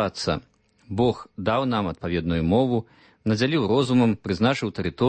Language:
Belarusian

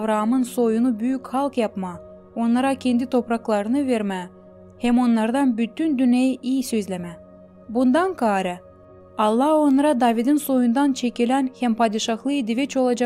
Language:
Gagauz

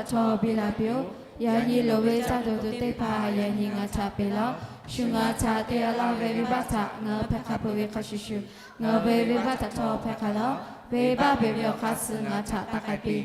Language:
Lahu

